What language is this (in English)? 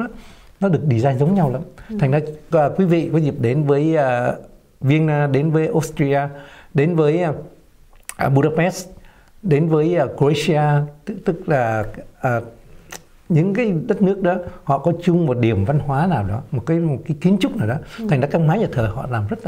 Vietnamese